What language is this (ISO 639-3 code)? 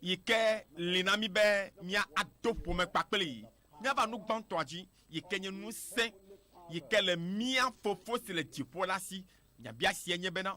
ewe